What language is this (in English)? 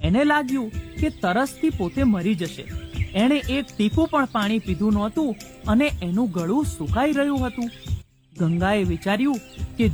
Gujarati